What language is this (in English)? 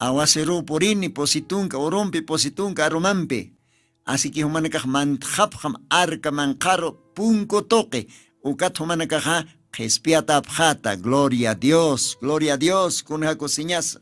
Aymara